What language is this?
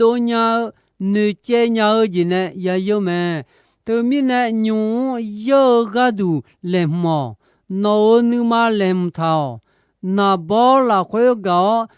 Akha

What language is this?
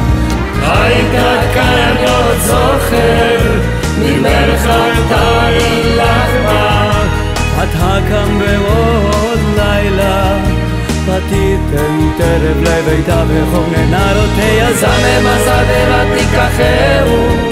Hebrew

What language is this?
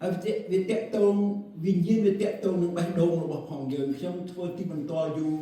Khmer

